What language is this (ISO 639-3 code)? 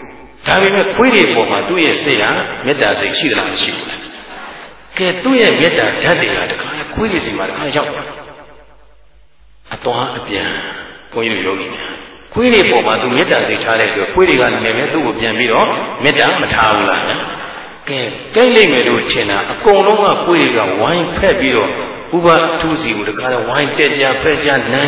mya